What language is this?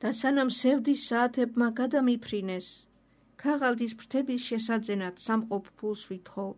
Georgian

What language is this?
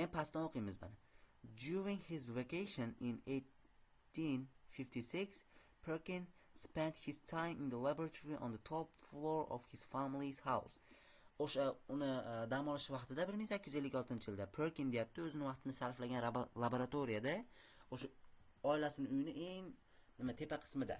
Uzbek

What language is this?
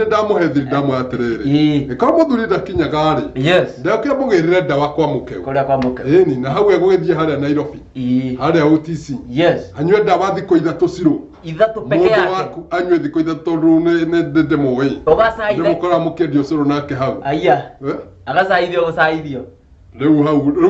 Kikuyu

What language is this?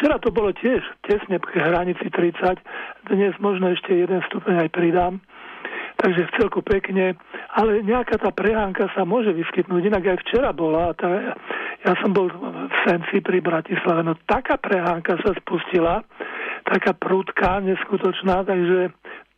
Slovak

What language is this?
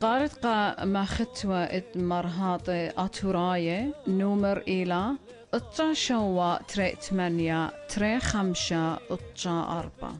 Assyrian Neo-Aramaic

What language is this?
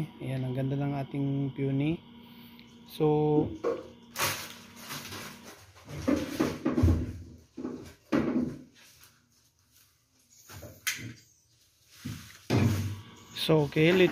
Filipino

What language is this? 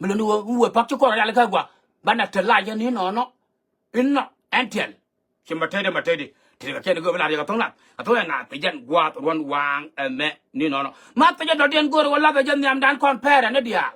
Nuer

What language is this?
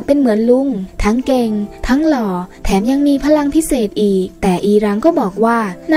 Thai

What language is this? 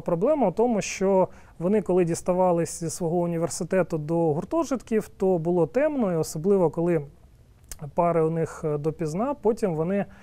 Ukrainian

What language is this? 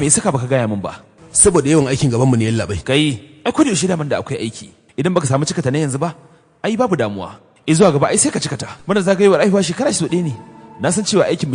Hausa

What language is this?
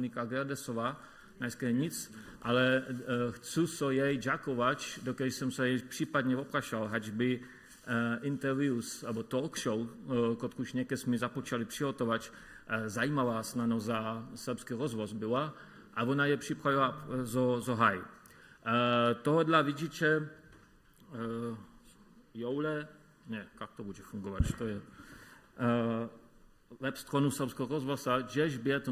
Upper Sorbian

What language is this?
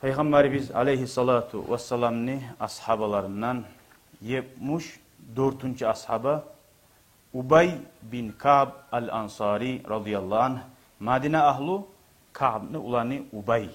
Kumyk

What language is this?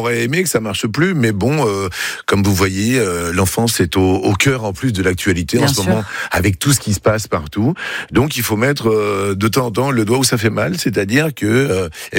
French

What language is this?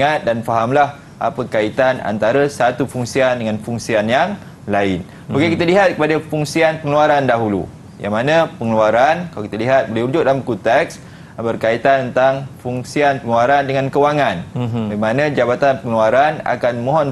Malay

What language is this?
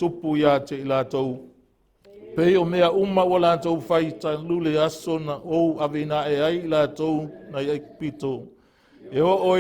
Samoan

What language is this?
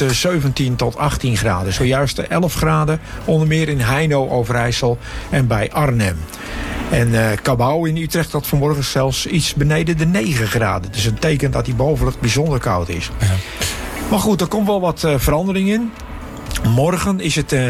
Dutch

